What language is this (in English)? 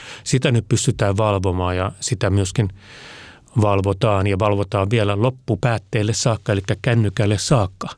Finnish